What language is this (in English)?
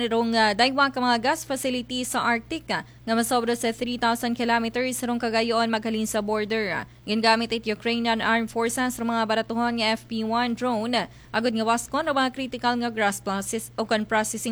Aklanon